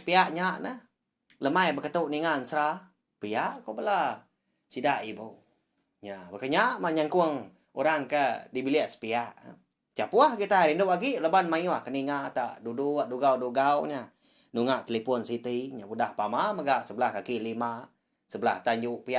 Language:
Iban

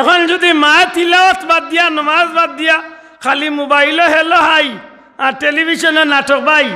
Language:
Sylheti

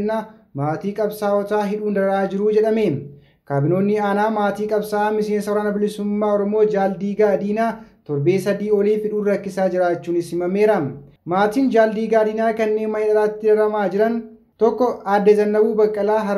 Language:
Oromo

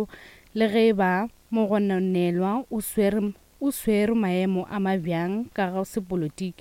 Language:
Northern Sotho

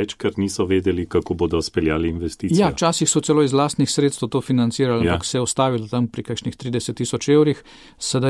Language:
Slovenian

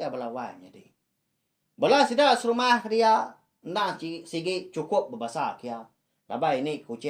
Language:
Iban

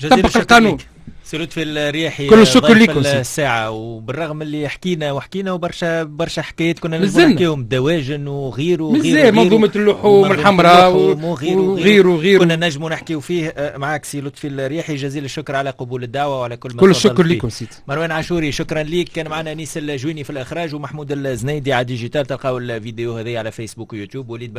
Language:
Tunisian Arabic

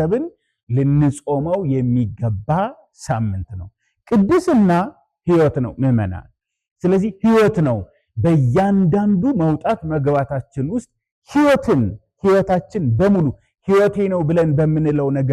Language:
Amharic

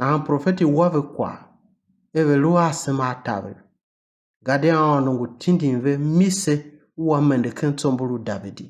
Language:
Tiv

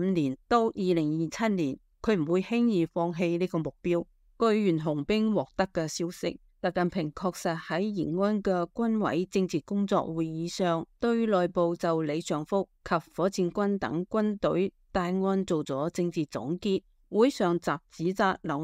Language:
Cantonese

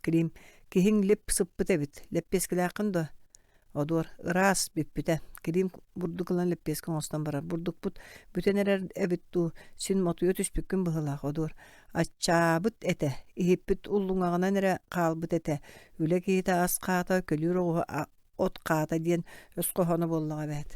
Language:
Yakut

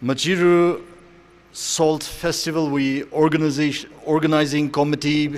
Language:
Tangkhul Naga (India)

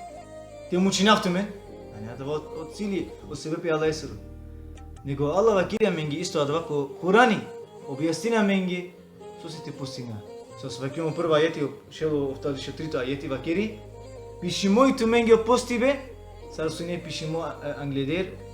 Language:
Balkan Romani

